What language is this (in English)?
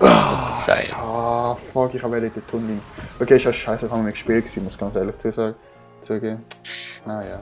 Swiss German